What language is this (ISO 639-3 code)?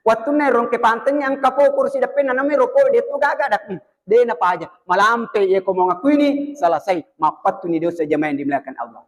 bug